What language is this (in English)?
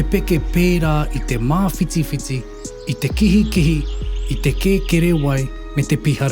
Māori